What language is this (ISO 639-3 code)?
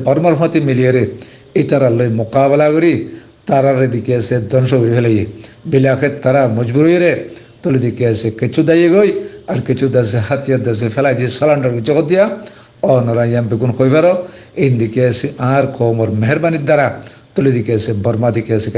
rhg